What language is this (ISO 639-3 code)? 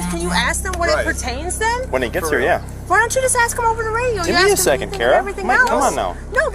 eng